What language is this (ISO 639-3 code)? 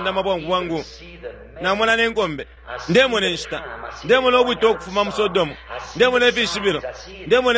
bem